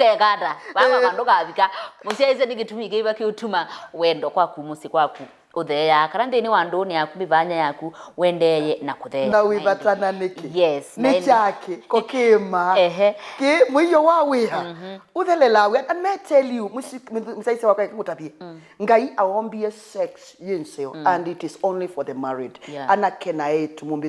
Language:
Kamba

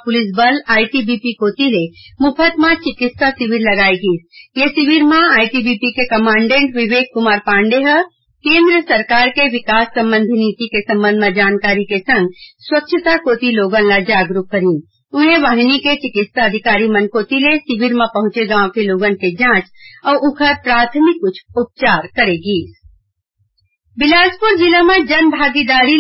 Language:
Chhattisgarhi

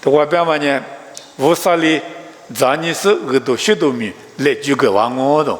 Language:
Lisu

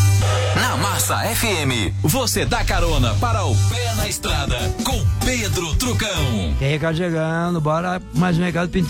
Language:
Portuguese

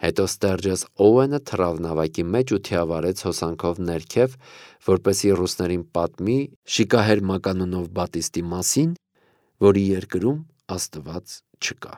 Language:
Armenian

